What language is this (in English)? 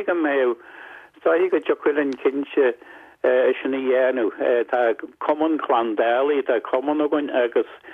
Irish